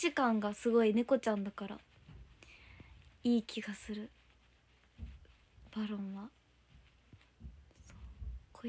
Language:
Japanese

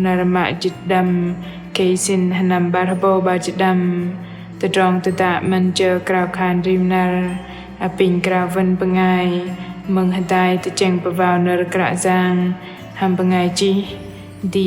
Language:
Bahnar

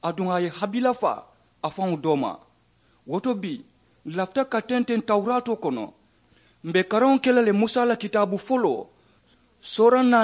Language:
Mandingo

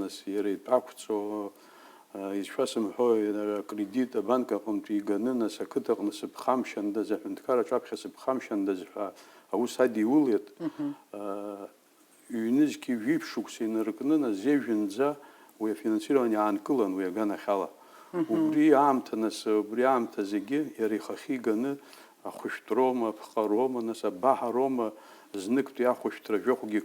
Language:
Abkhazian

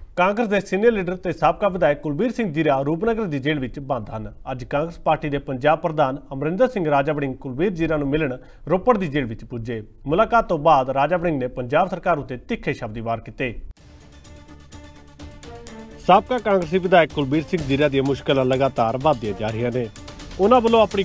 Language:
Punjabi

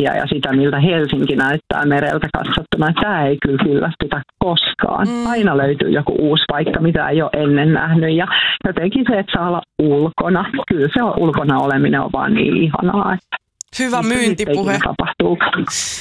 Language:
Finnish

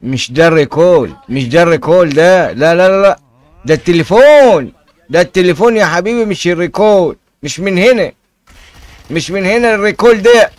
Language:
Egyptian Arabic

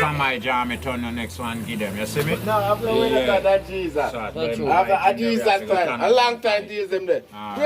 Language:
Jamaican Creole English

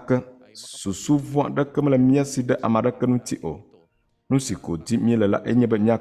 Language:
Ewe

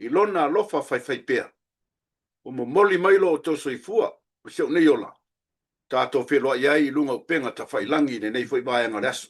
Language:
Samoan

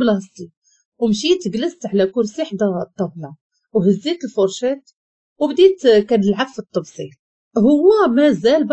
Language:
Moroccan Arabic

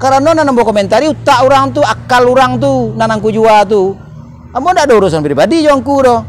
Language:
Minangkabau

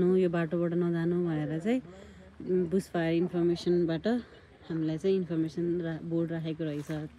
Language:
Nepali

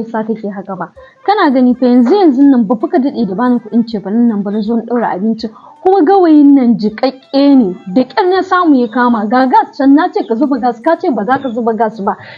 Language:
Hausa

